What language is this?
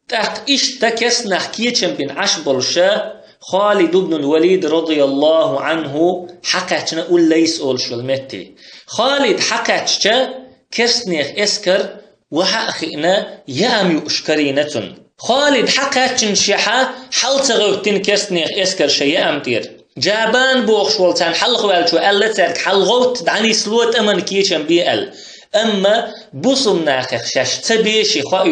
Chechen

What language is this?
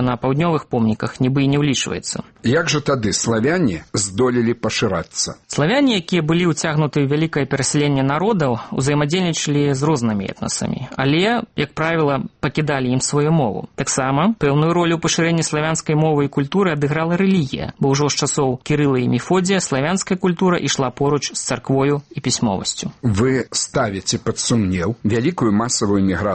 Belarusian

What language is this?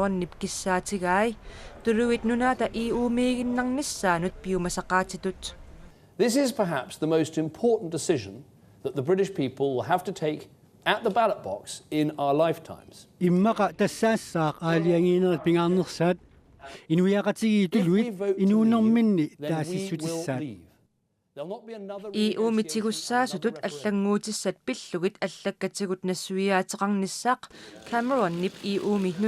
Kalaallisut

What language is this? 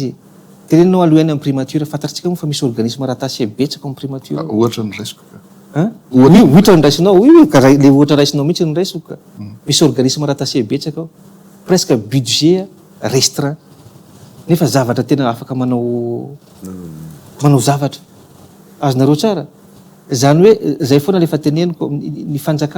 Malagasy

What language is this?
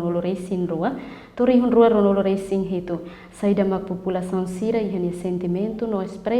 Tetum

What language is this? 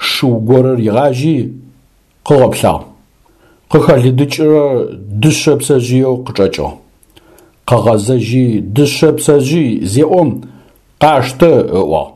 Adyghe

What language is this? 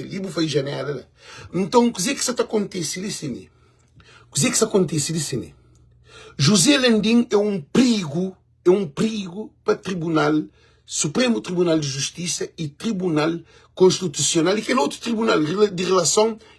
Kabuverdianu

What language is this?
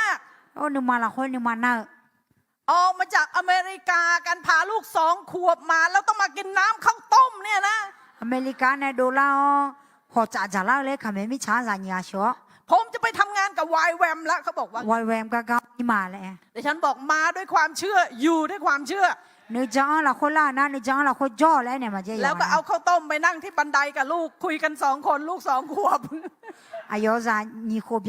Akha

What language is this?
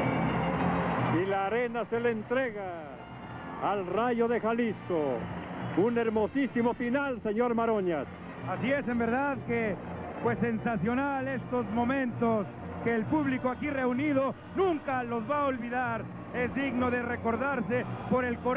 Spanish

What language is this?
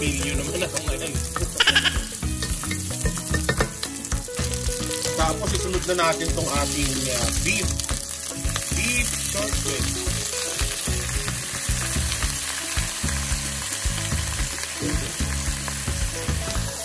Filipino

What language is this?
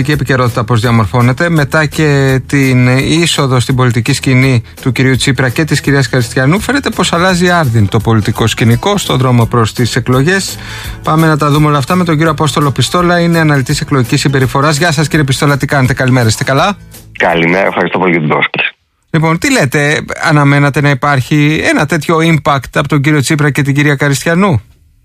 Greek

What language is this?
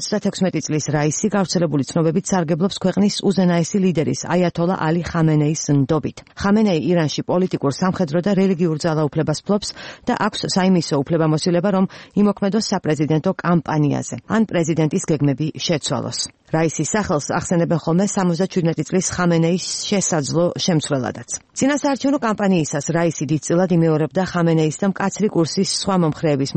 Georgian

